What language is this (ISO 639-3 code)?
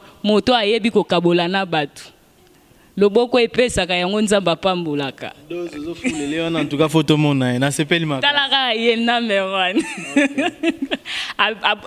lin